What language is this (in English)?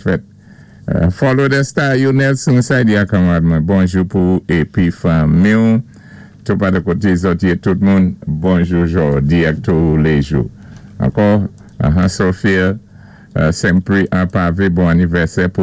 Saint Lucian Creole French